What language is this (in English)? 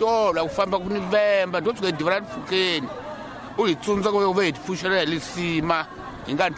Tsonga